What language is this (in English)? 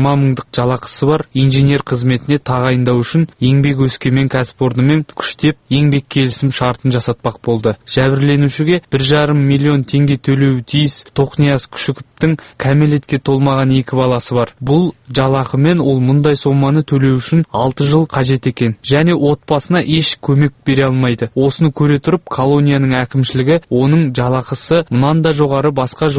Kazakh